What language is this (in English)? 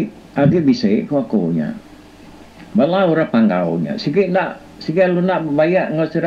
Iban